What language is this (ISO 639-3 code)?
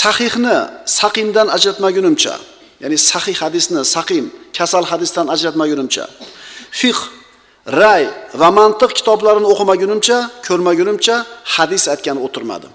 uzb